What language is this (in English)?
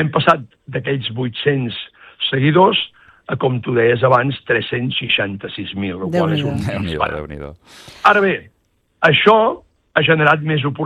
Catalan